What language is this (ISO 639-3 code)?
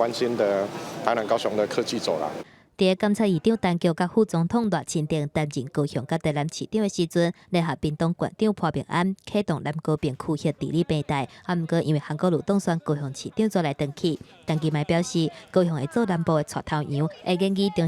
nan